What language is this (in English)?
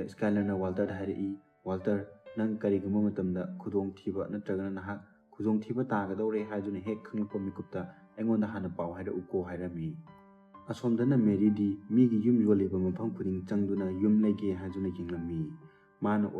Manipuri